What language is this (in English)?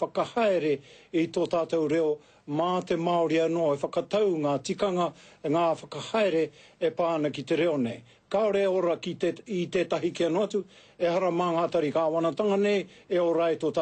Māori